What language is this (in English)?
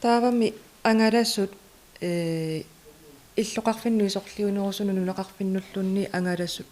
Kalaallisut